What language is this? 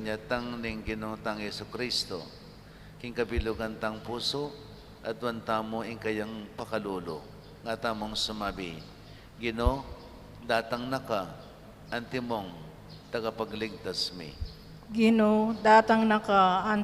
Pampanga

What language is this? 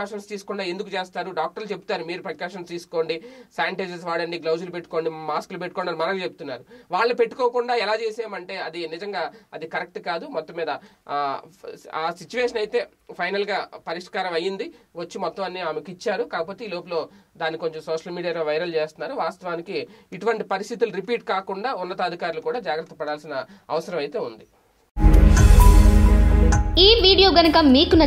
Telugu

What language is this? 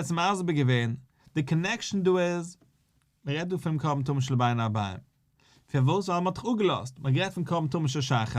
Yiddish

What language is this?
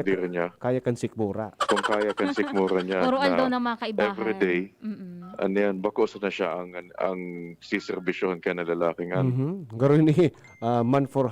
Bikol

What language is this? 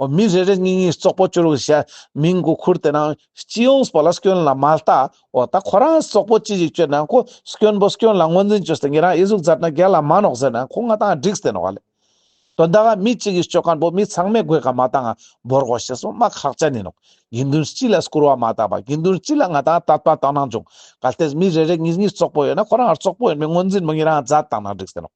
Ladakhi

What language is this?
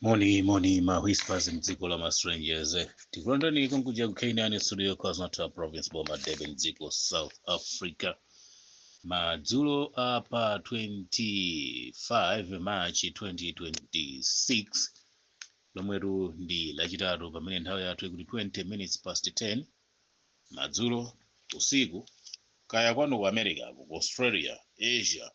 Nyanja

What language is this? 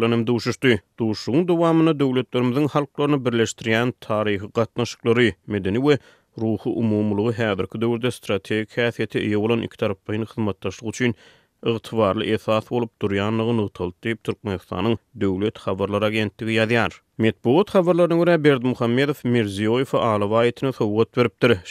Turkmen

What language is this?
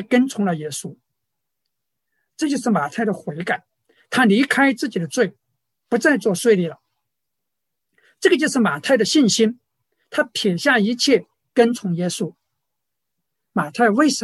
Chinese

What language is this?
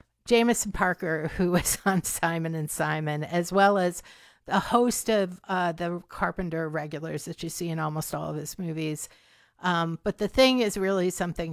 English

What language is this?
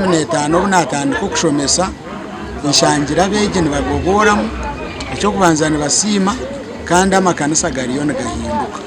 Nyankole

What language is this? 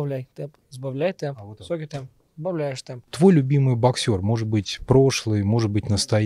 Russian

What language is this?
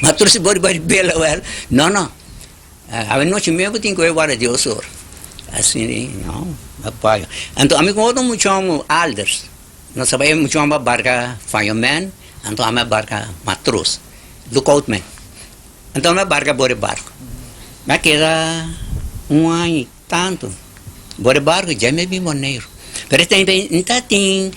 Papiamento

